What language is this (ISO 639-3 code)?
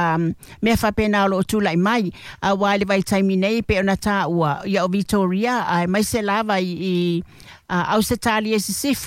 smo